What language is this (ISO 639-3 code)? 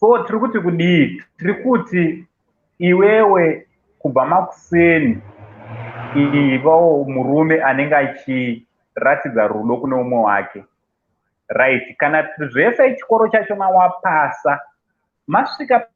sna